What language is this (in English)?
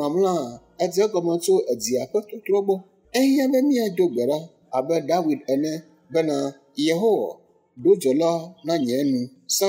Ewe